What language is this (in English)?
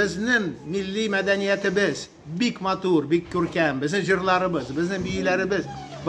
Tatar